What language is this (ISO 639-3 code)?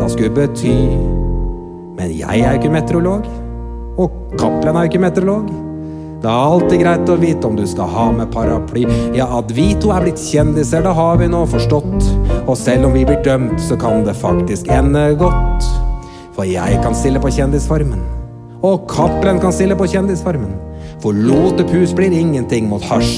nor